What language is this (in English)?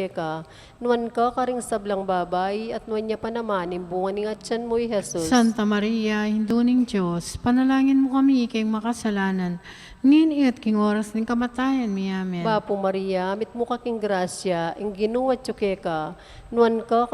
Pampanga